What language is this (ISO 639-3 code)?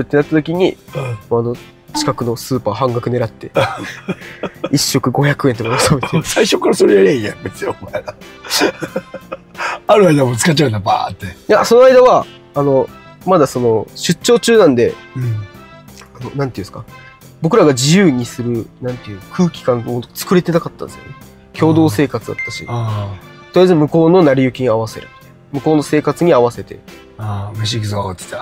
jpn